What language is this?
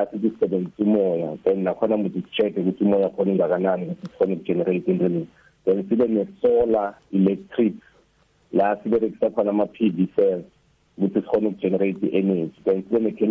South Ndebele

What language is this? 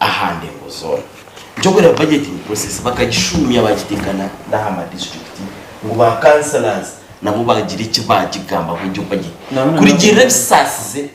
Nyankole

